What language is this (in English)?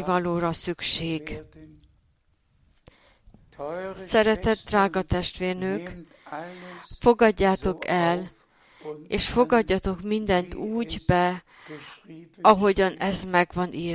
Hungarian